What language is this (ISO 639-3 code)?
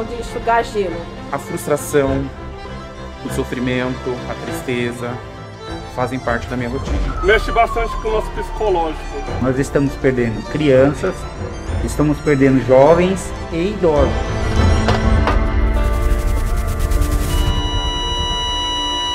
por